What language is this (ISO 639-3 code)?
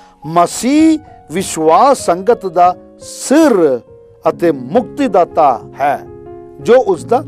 pan